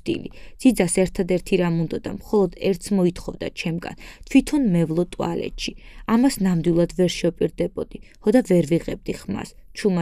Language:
Georgian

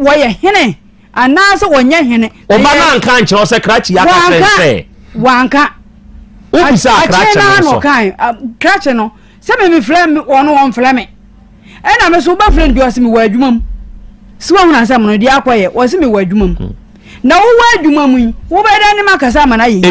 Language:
Akan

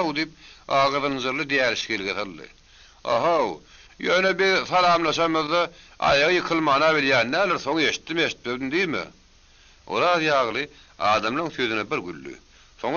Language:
Turkmen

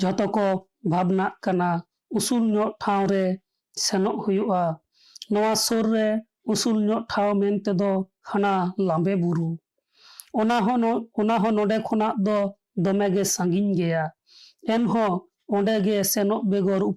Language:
Santali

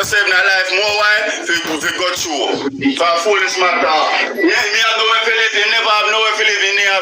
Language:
Jamaican Creole English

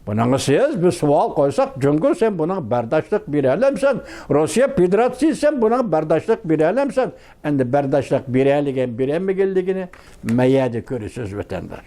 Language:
Uyghur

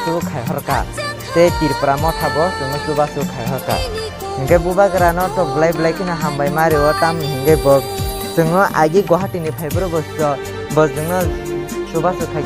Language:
Kok Borok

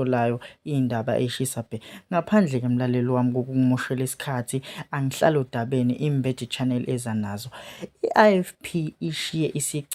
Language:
Zulu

